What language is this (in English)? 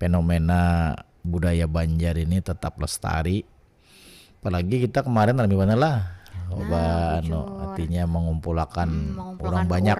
Banjar